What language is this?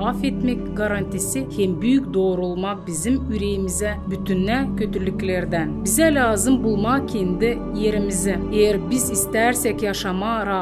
Gagauz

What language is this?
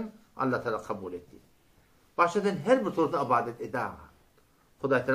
Turkmen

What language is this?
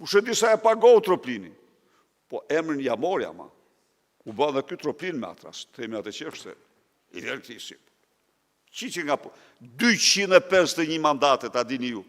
Albanian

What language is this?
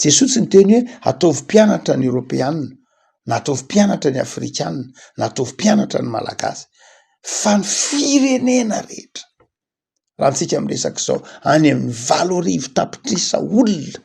Malagasy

